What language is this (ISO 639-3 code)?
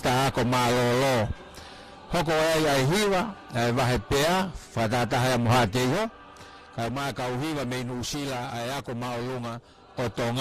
ton